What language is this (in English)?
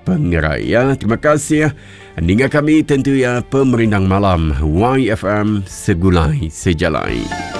Iban